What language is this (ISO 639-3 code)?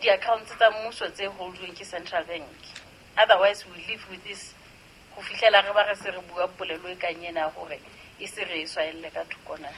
sot